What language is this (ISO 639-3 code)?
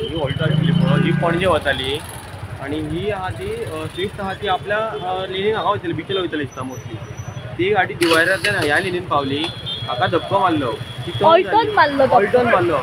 kok